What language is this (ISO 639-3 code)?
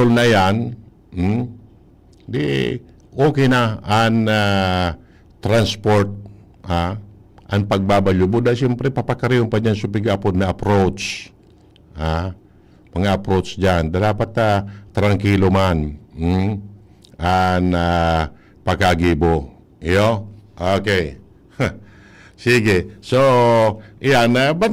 bik